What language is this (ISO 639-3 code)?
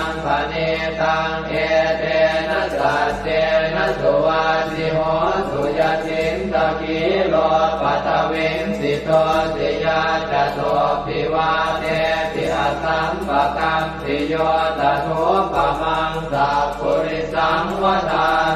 pli